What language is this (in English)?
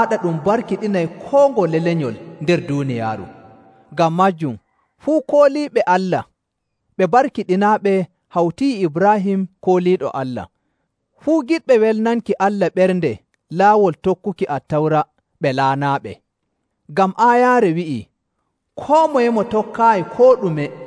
Nigerian Fulfulde